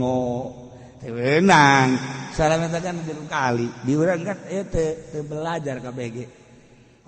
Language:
Sundanese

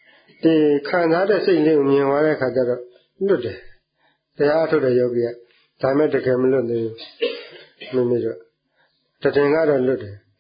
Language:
Burmese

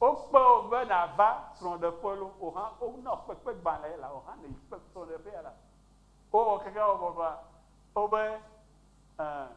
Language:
Ewe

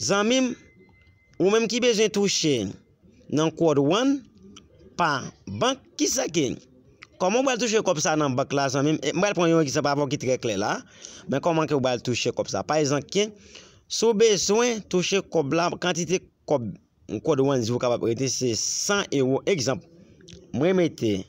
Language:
Haitian Creole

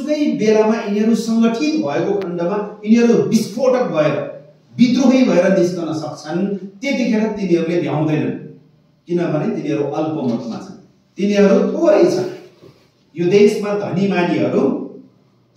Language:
Nepali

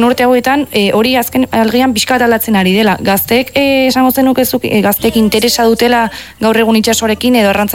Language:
Basque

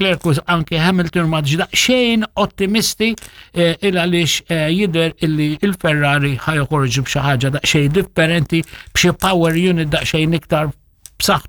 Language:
Maltese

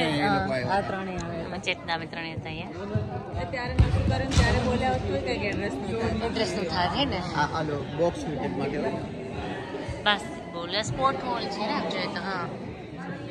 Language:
Gujarati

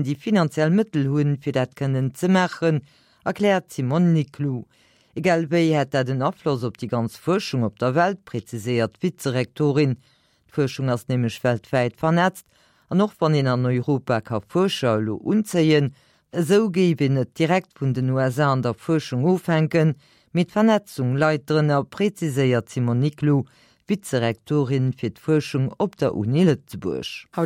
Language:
Luxembourgish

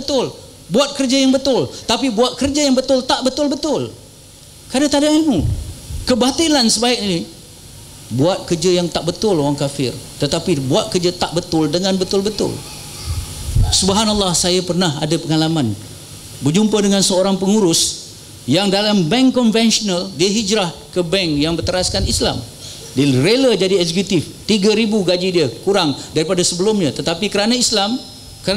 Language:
Malay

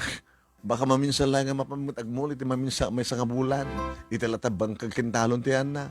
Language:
Iloko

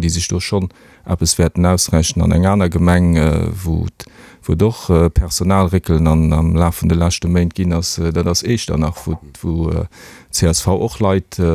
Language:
Luxembourgish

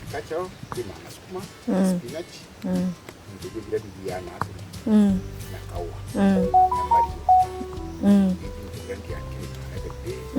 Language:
Meru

